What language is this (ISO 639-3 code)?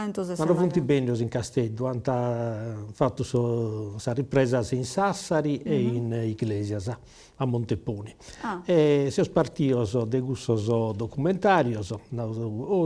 srd